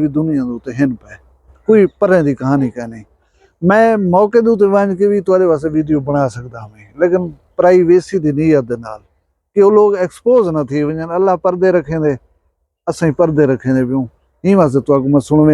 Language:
Saraiki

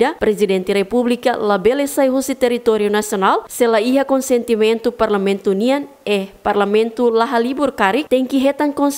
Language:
Tetum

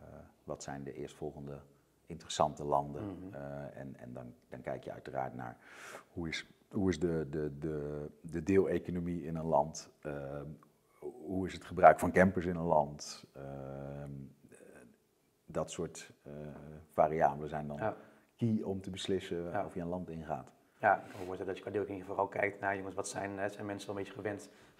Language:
Dutch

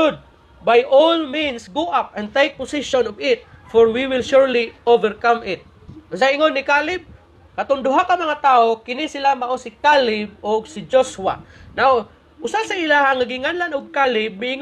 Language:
Cebuano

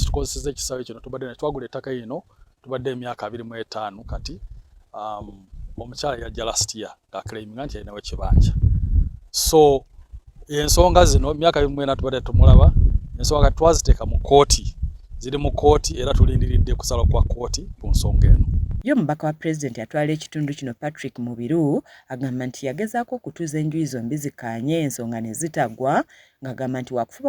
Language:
Ganda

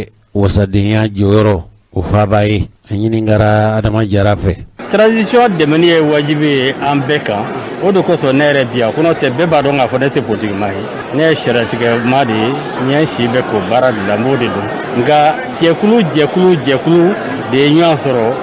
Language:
Bambara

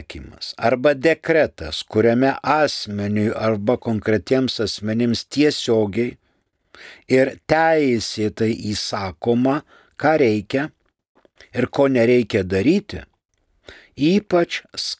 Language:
Lithuanian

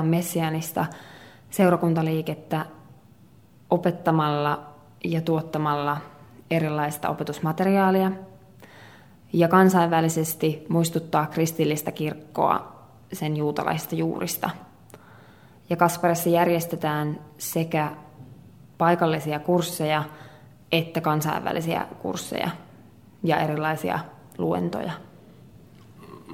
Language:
Finnish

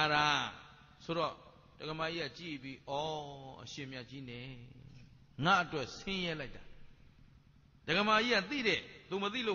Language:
Burmese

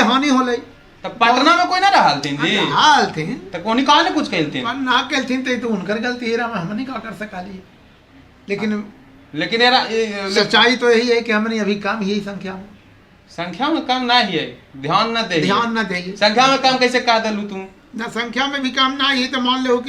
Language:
Magahi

